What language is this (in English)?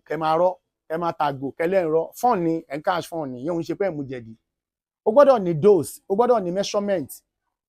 Yoruba